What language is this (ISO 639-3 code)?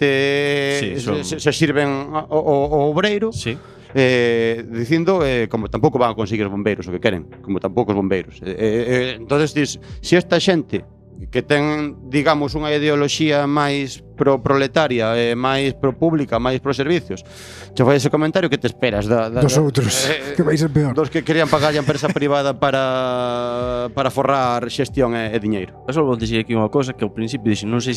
glg